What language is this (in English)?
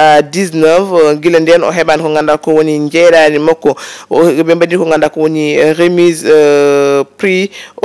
Fula